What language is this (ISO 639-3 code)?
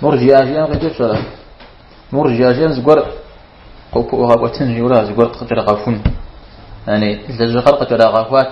kbd